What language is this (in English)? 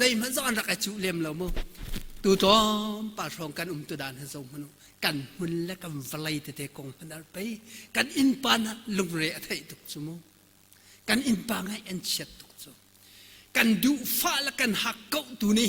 Hakha Chin